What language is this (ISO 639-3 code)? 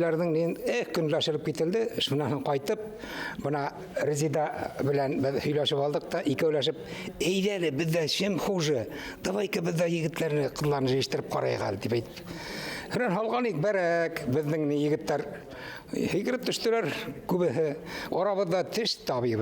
bak